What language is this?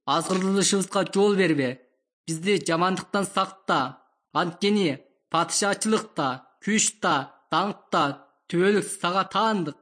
Kyrgyz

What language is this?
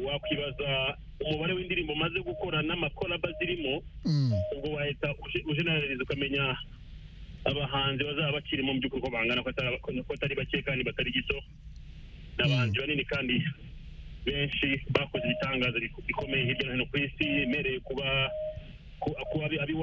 Kinyarwanda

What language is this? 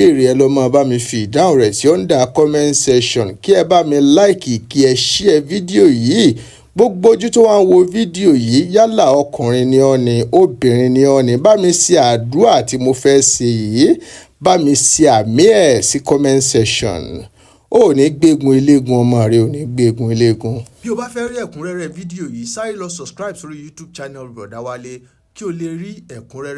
Yoruba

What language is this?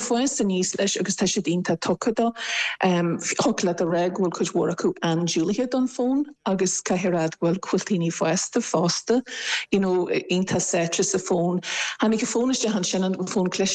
Irish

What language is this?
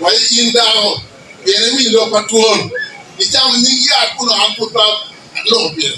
Acoli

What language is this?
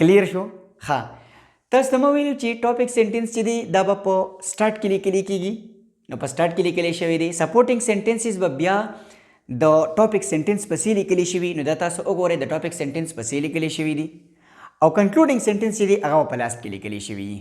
Pashto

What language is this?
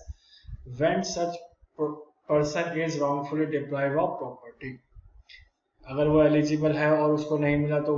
Hindi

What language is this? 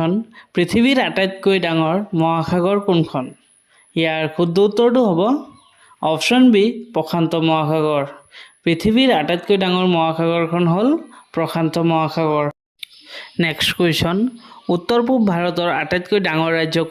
Assamese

